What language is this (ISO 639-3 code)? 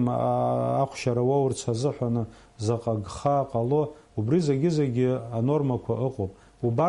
abk